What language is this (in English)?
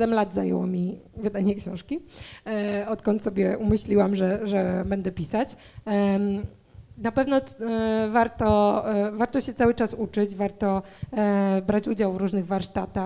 Polish